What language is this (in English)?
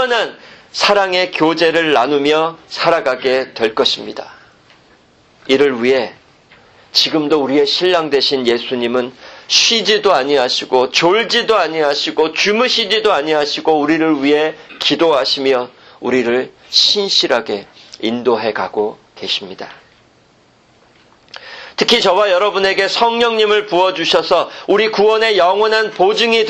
Korean